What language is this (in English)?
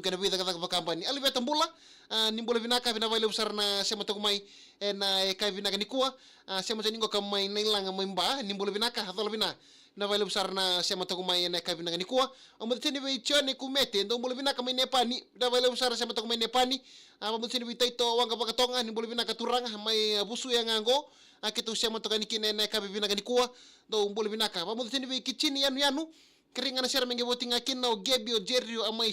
Fijian